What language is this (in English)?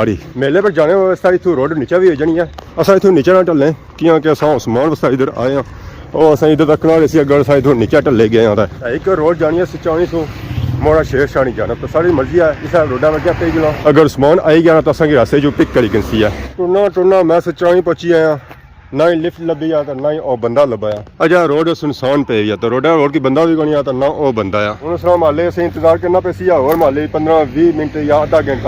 Pahari-Potwari